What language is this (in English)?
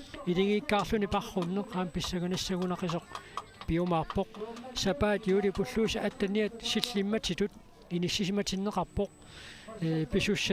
Kalaallisut